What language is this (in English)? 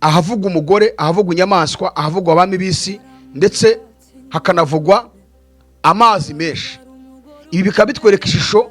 Kinyarwanda